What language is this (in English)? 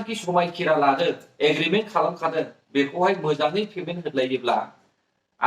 Bodo